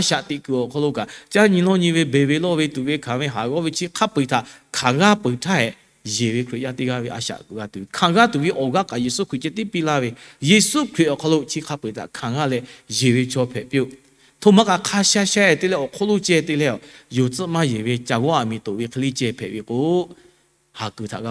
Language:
Lahu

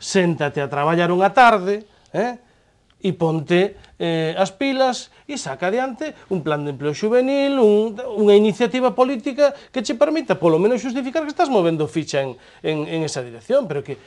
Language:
Galician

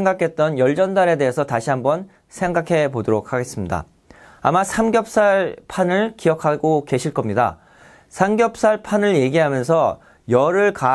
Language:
Korean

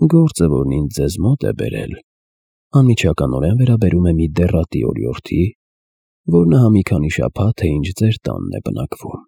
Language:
Armenian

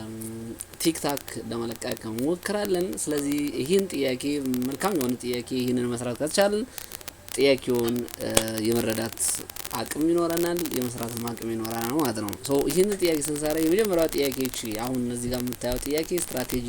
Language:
Amharic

